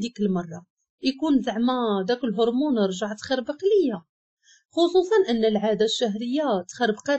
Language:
Moroccan Arabic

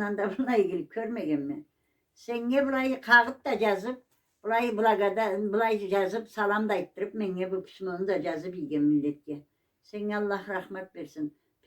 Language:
Karachay-Balkar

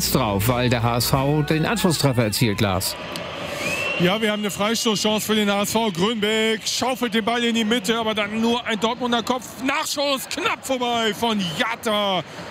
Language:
German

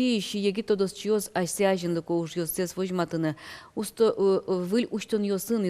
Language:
Udmurt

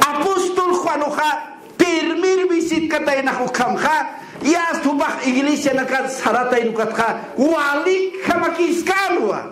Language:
Aymara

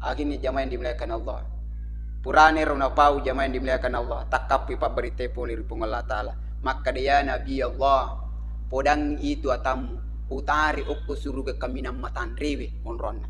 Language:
Buginese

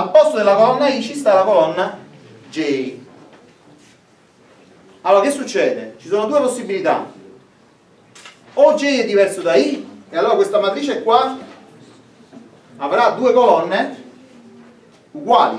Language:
Italian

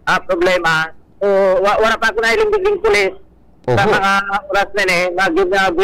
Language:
Bikol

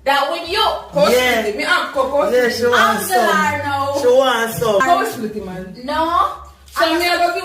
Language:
Jamaican Creole English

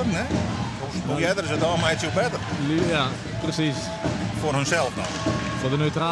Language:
Western Frisian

